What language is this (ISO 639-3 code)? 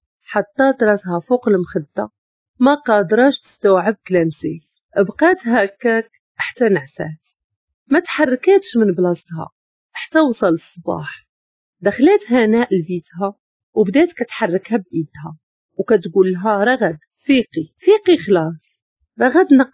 ary